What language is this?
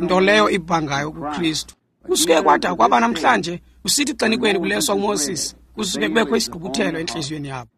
Xhosa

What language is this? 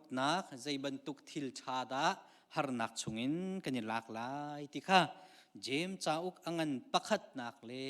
Hakha Chin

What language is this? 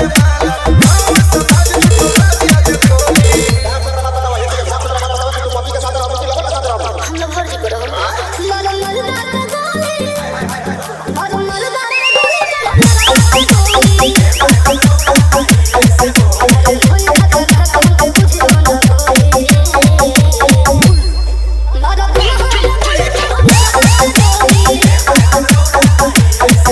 Bhojpuri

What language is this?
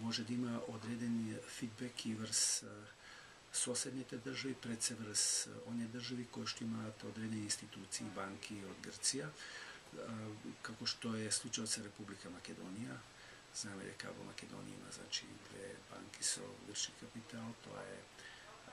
Macedonian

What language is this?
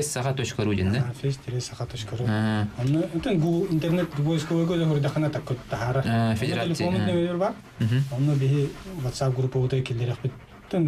Yakut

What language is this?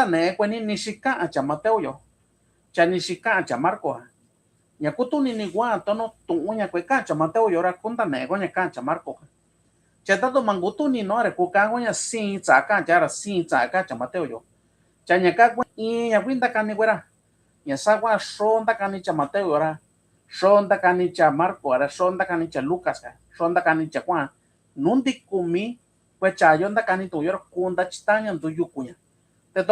Mixtepec Mixtec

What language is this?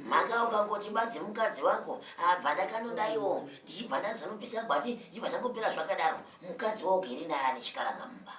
Shona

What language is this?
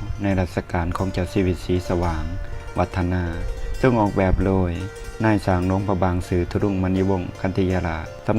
Lao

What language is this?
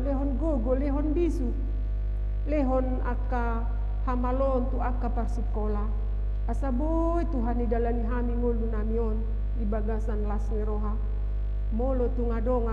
Batak Toba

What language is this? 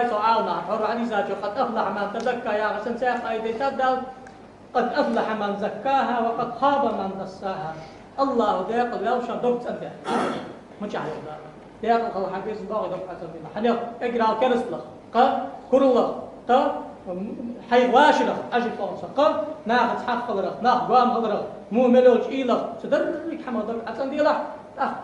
Ingush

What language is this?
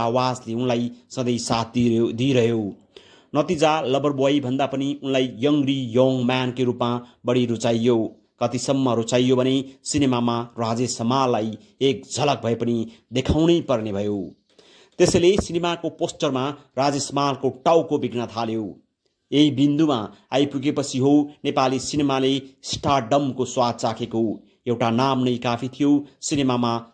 Nepali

